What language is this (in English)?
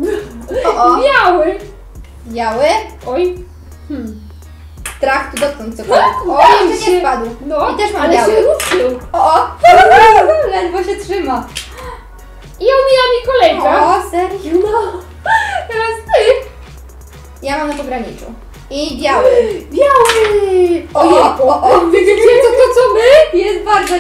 Polish